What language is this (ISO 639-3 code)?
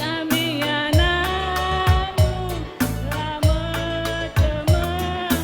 btx